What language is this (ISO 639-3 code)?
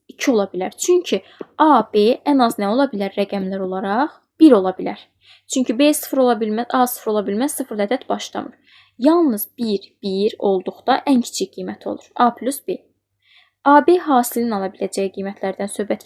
aze